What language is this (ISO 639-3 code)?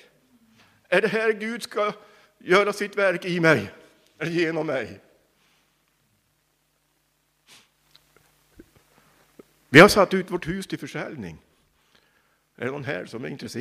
swe